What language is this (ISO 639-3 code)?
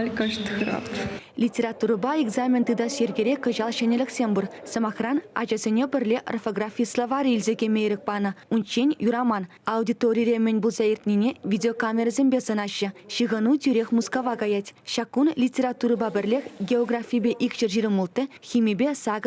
chv